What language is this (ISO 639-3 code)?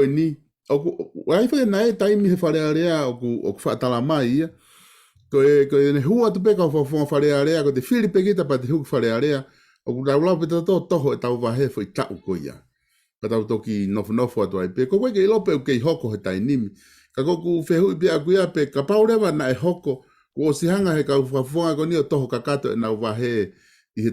ton